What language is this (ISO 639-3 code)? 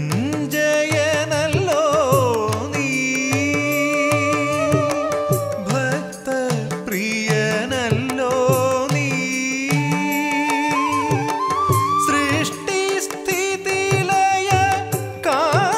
mal